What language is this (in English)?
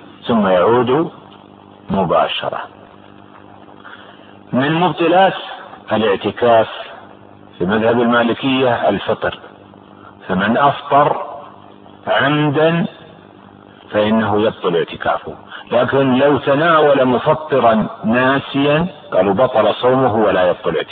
Arabic